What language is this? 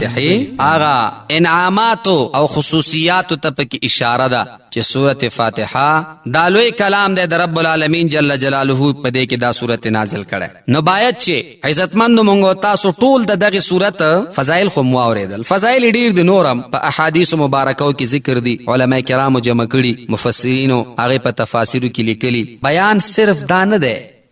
Pashto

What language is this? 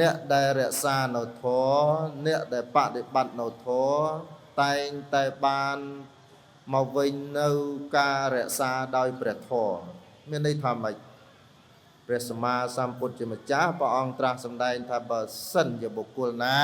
Khmer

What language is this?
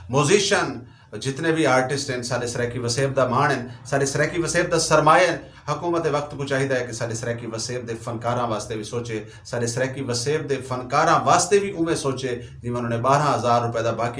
Saraiki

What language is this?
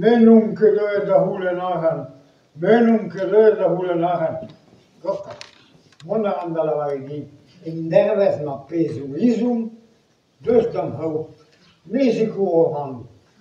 Breton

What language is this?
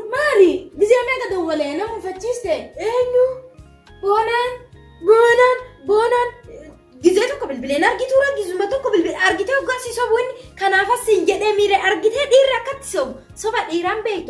Oromo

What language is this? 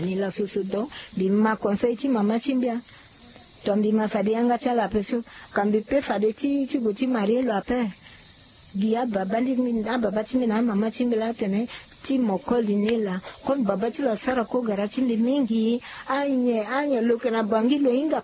Sango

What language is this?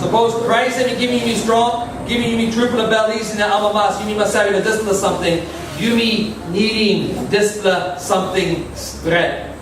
Tok Pisin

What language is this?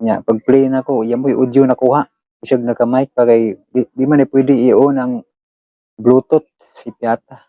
Cebuano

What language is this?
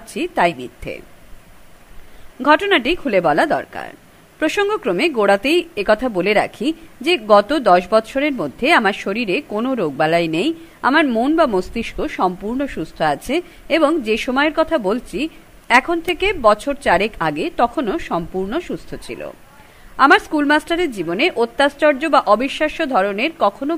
Bangla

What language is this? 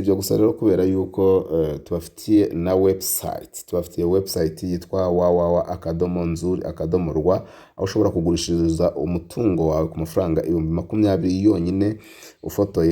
Kinyarwanda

